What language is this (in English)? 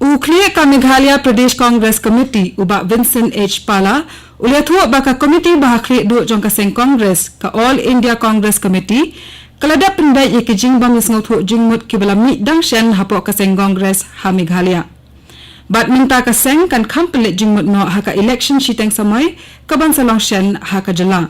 Khasi